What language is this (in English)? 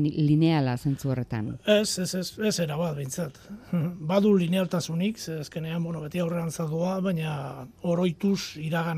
Basque